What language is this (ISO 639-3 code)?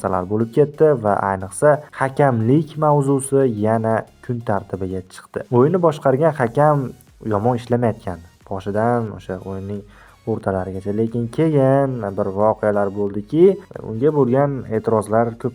uzb